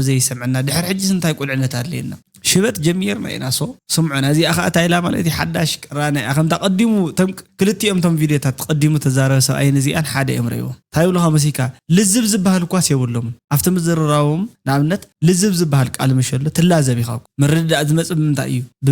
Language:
Tigrinya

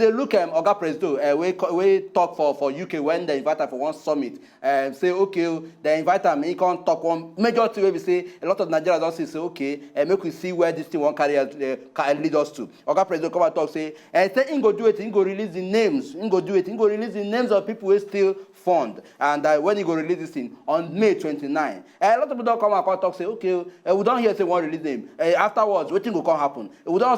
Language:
Nigerian Pidgin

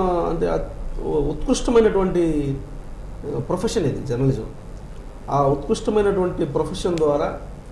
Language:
Telugu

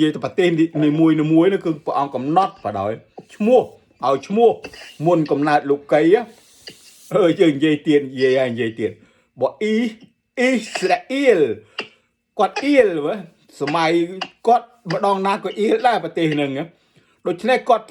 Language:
Khmer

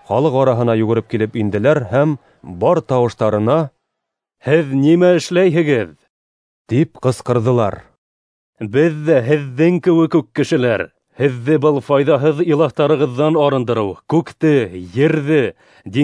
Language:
Bashkir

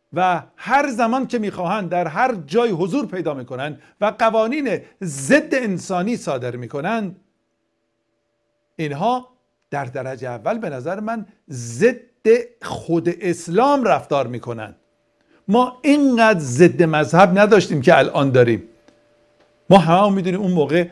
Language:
Persian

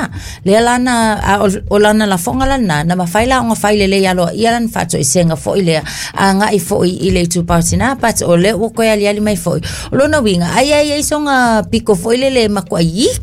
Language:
Samoan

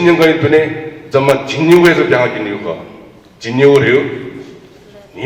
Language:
Newari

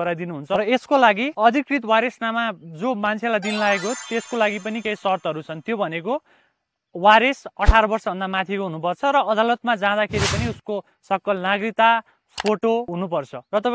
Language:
Nepali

